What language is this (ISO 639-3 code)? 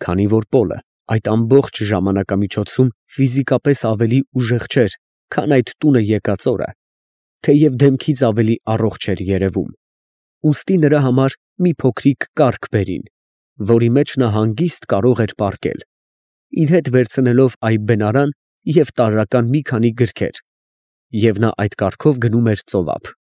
hye